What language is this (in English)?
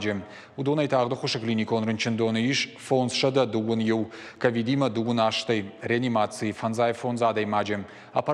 Ossetic